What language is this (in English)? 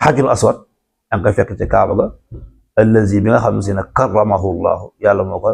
Wolof